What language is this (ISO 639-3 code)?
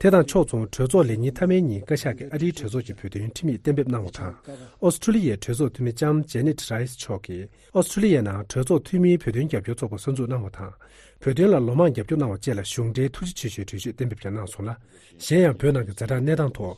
bod